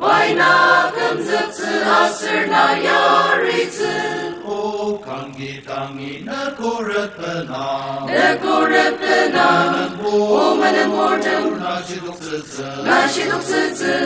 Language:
Ao Naga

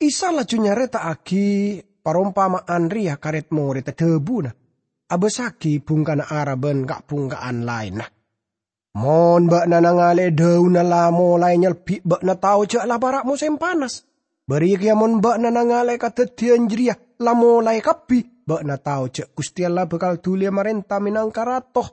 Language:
Madurese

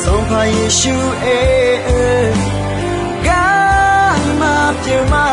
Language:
Akha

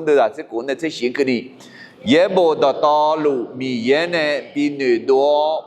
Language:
Akha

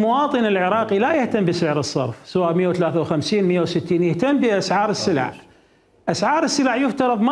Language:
Mesopotamian Arabic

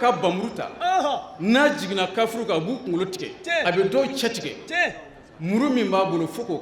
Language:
Bambara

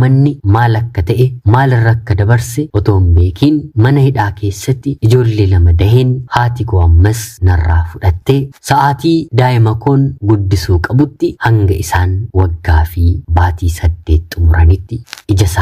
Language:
Oromo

